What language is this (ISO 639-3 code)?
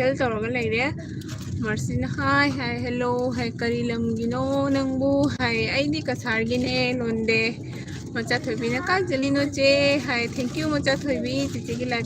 mni